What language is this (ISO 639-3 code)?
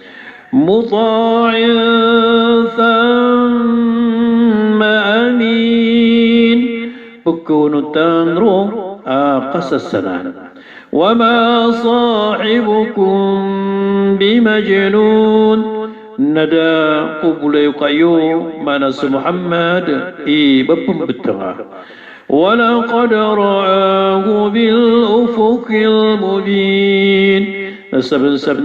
mrw